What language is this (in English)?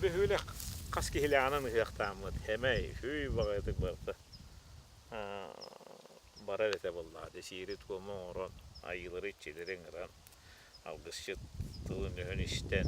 Yakut